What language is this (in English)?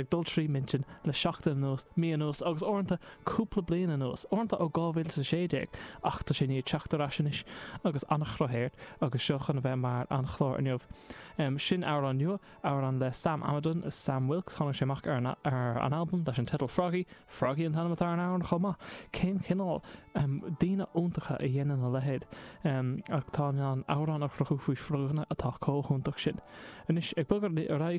Irish